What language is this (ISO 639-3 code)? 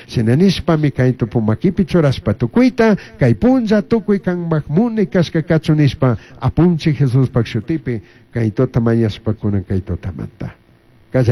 qug